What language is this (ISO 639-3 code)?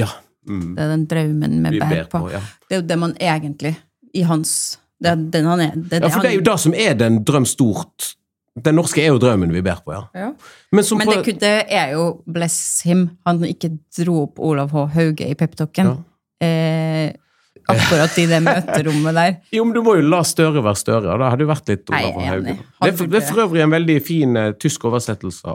nor